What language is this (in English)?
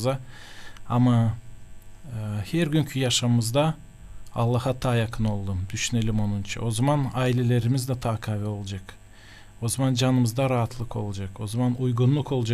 Gagauz